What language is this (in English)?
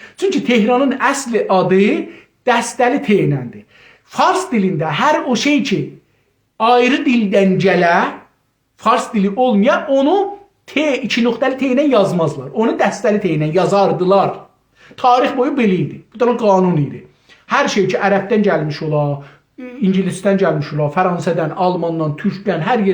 South Azerbaijani